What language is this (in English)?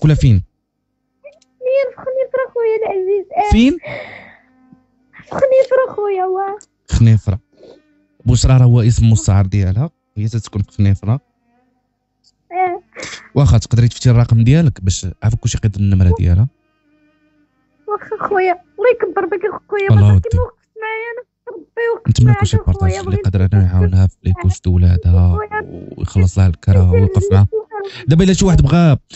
Moroccan Arabic